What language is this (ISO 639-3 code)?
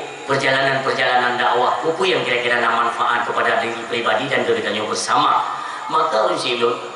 ace